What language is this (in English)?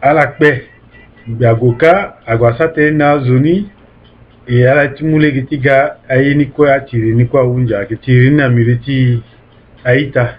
Sango